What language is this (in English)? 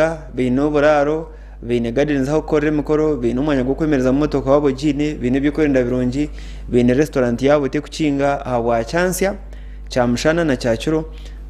Nyankole